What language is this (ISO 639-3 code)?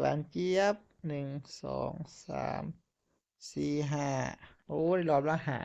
tts